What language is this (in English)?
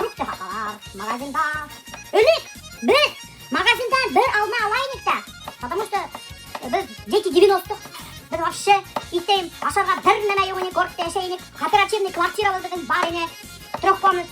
Bashkir